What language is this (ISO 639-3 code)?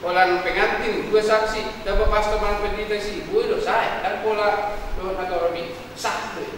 bbc